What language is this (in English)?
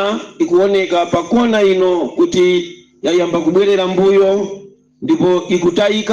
Nyanja